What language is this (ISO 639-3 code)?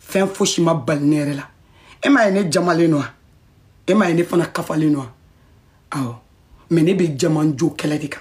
bam